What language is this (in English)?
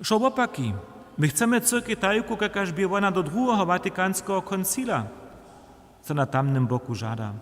Upper Sorbian